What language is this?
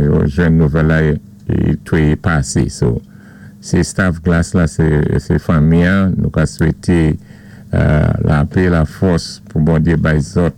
Saint Lucian Creole French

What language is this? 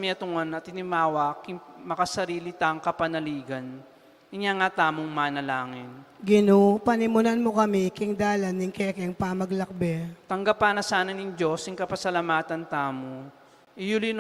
Pampanga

